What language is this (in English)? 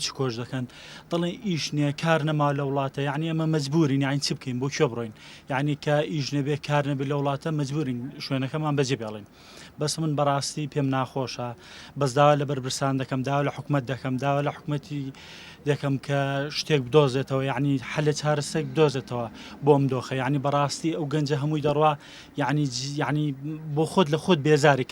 Central Kurdish